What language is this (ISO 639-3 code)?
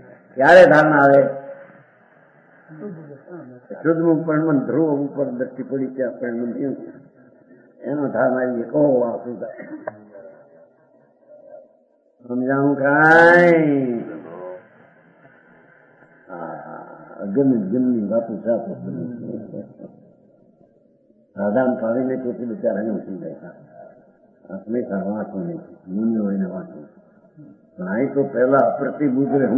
guj